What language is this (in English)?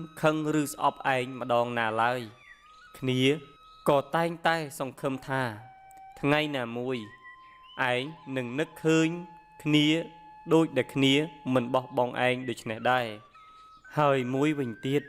Khmer